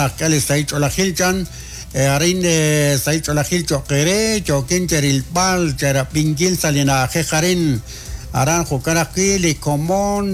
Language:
Kekchí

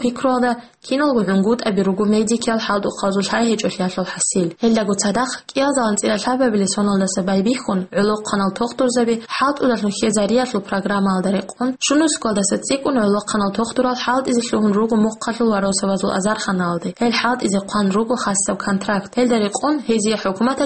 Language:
Avaric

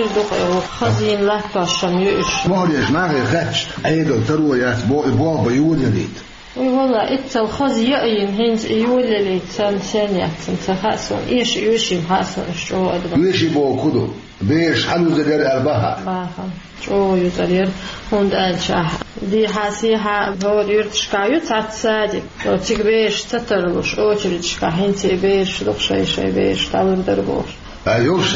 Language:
Chechen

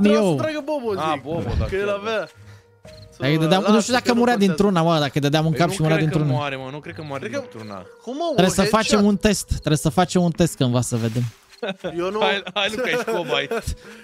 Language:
Romanian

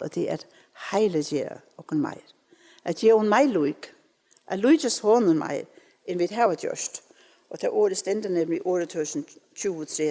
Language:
Faroese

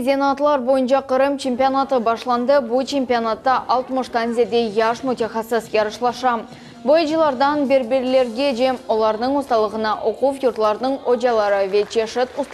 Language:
Crimean Tatar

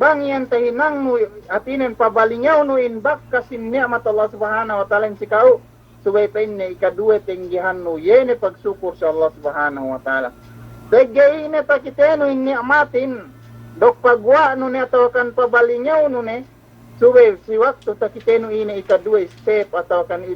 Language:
Yakan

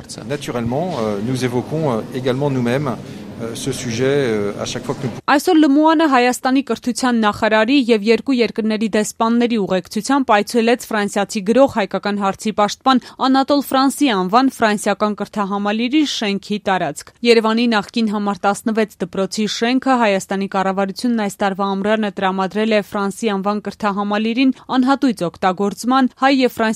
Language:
Armenian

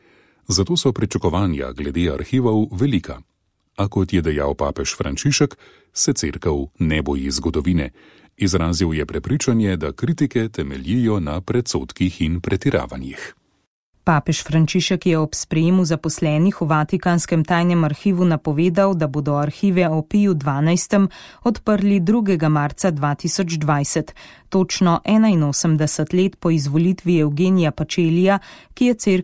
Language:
Slovenian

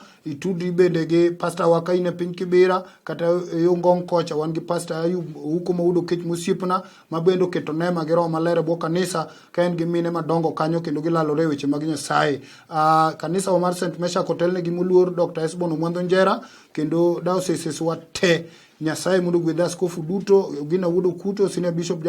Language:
Luo (Kenya and Tanzania)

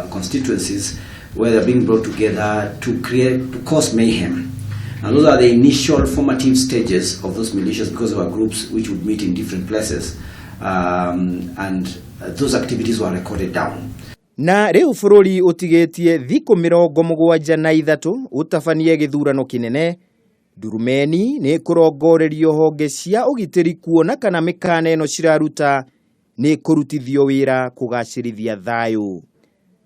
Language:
Kikuyu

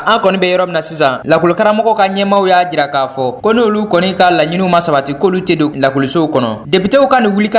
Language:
Bambara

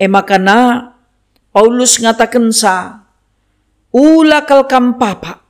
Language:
Batak Karo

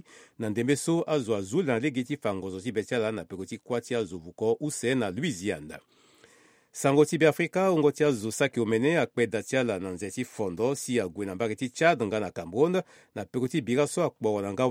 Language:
Sango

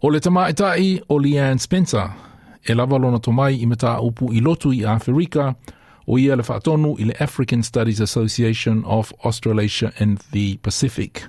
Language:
Samoan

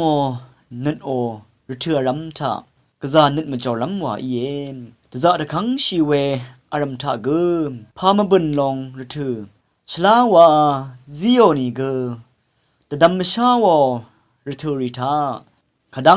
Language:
Rawang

